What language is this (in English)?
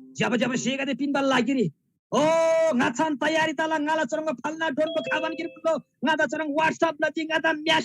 Eastern Tamang